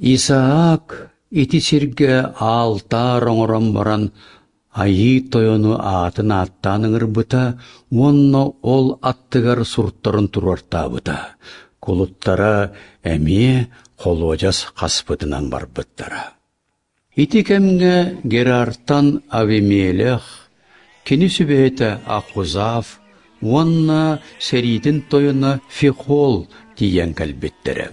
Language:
Yakut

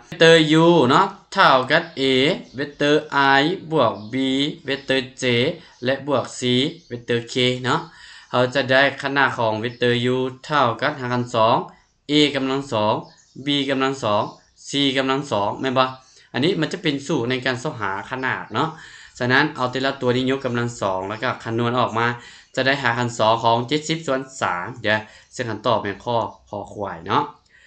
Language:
Lao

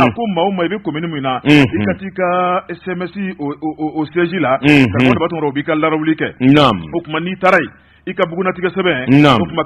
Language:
Bambara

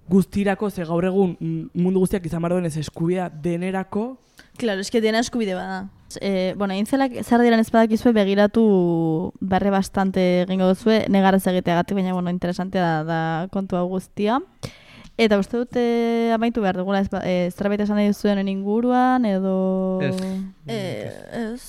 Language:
Basque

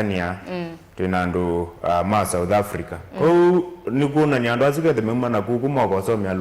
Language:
Kamba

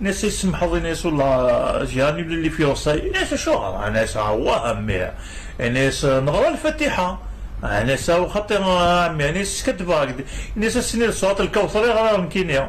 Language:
Kabyle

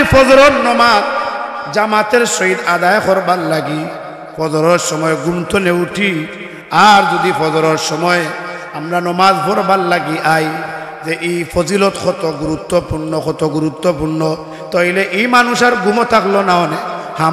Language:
Sylheti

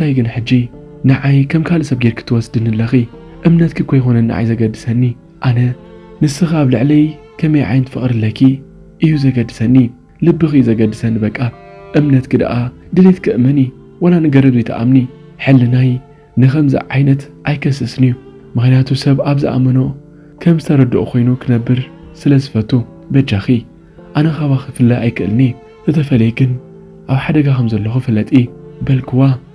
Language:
Tigrinya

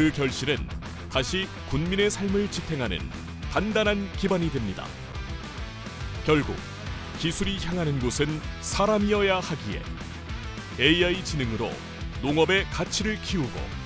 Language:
Korean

